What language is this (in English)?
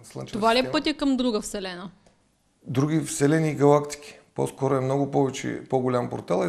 Bulgarian